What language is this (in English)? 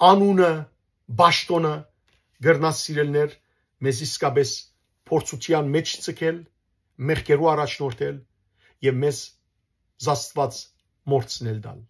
Western Armenian